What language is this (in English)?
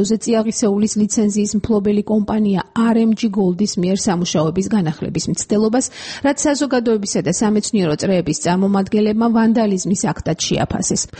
Georgian